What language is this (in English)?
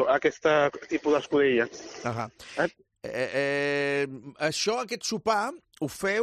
Catalan